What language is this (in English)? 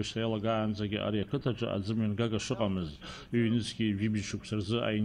Abkhazian